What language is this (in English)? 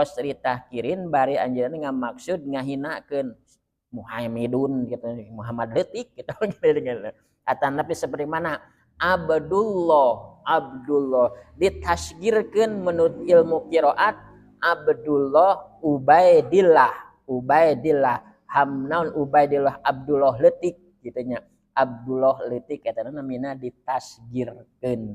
Sundanese